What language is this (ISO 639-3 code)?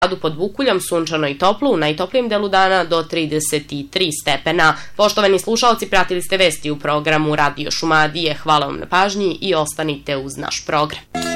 srp